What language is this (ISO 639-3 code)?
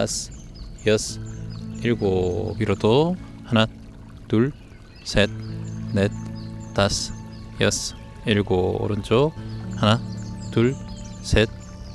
kor